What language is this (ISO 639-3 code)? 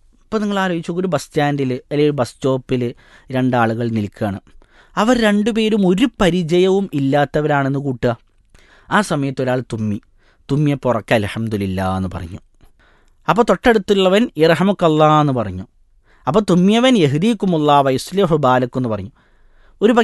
mal